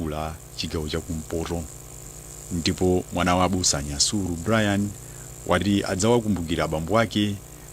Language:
Nyanja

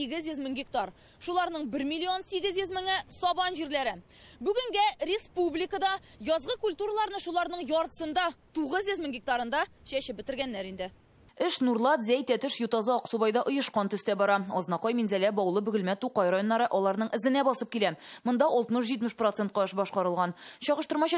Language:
Tatar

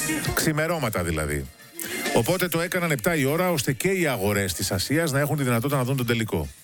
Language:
Greek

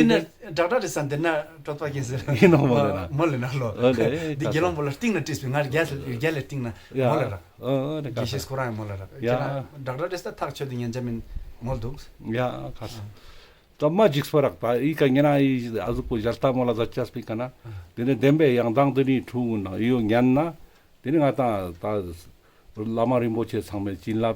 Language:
Ladakhi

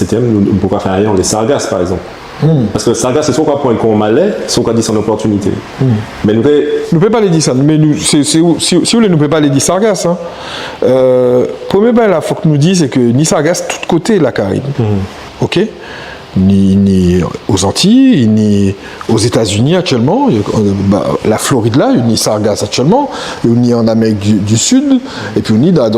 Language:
Guadeloupean Creole French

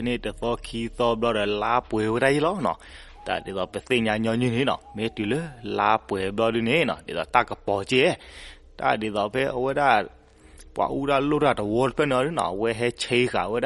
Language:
S'gaw Karen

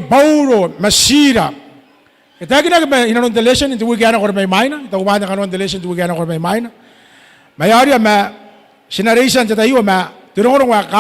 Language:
Gilbertese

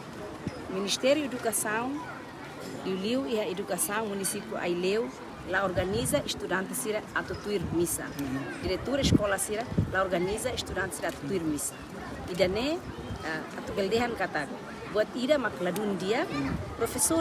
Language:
Tetum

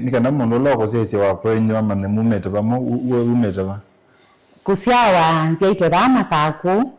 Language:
Kamba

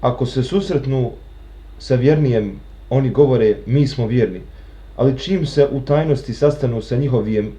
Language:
Bosnian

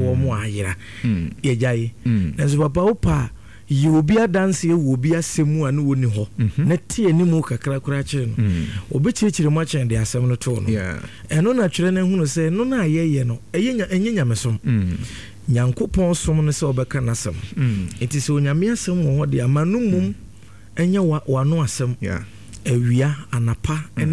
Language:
Akan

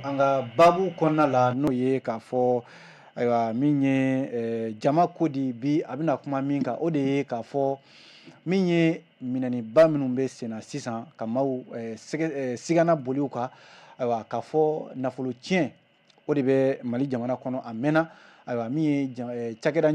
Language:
Bambara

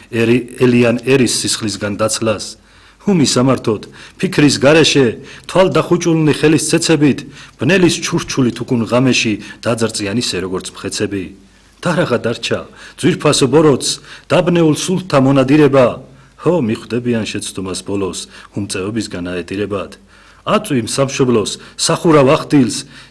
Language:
Georgian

